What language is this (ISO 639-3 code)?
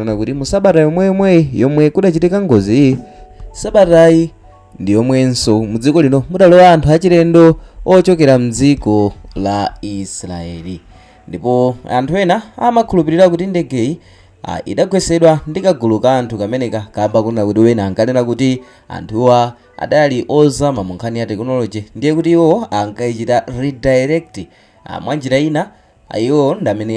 nya